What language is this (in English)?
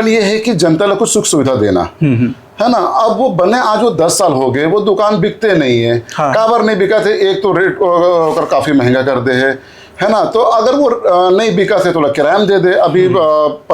Chhattisgarhi